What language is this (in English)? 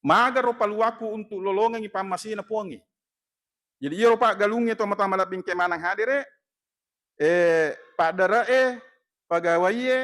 Buginese